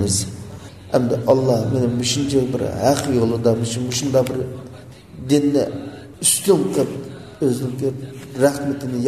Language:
Uyghur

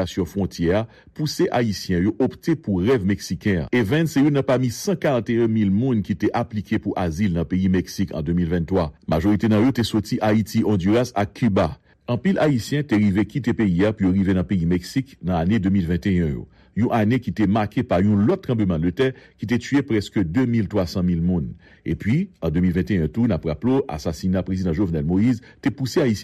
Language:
Haitian Creole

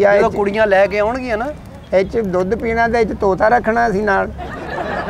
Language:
Punjabi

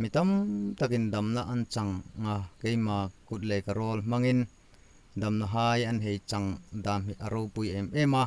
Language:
Hmar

